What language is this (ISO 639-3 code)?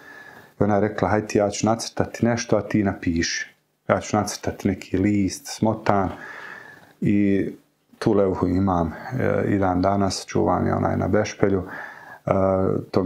bos